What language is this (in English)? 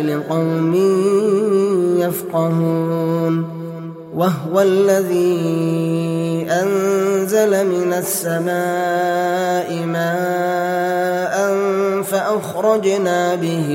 Arabic